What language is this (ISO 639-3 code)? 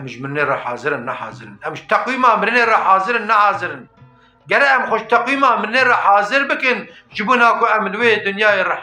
kur